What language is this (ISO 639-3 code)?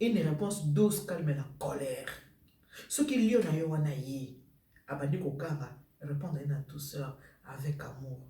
lin